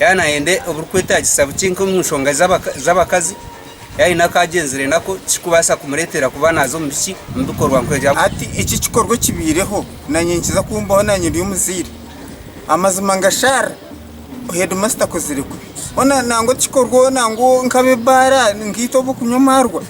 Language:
Nyankole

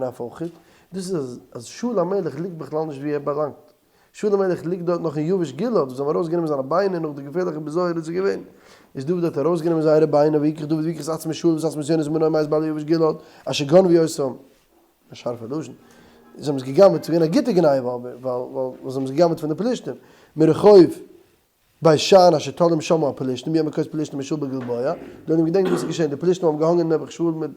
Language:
Yiddish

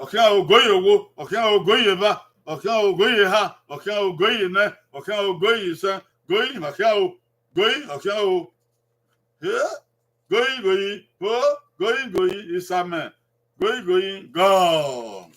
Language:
Bini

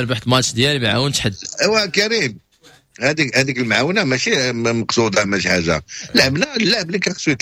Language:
Moroccan Arabic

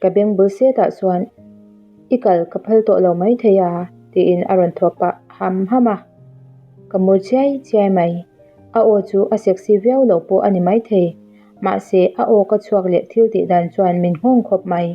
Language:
Mizo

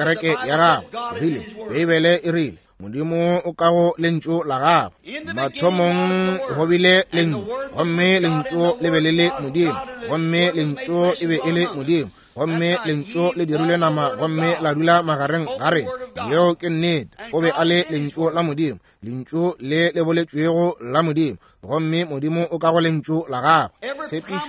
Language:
Northern Sotho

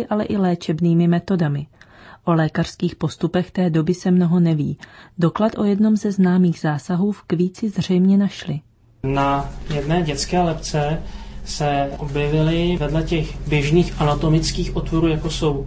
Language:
Czech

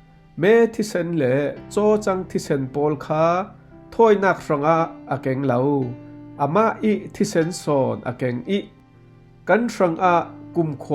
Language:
Falam Chin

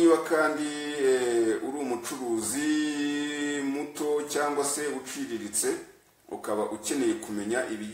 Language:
Kinyarwanda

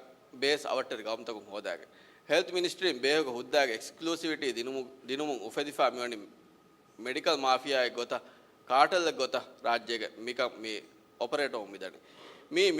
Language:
Divehi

